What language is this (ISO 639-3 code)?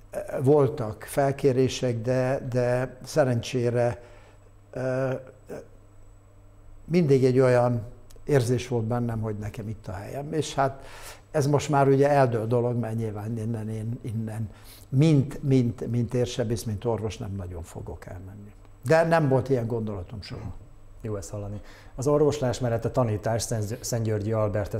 hun